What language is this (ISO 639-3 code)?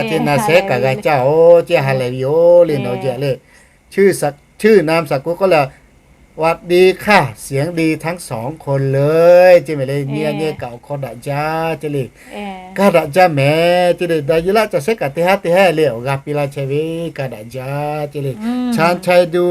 lhu